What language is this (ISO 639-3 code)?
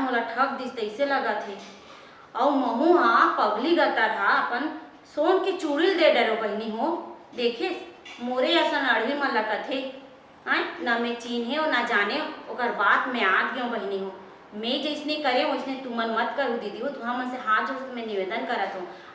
hne